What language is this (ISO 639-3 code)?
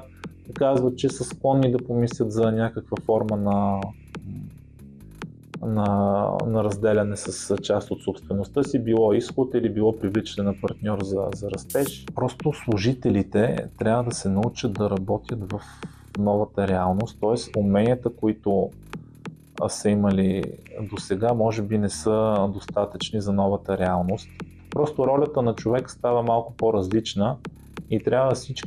bul